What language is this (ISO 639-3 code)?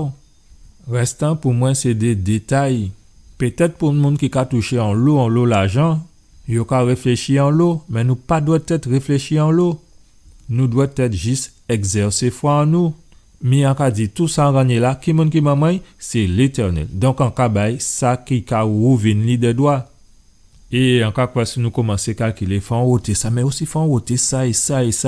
gcf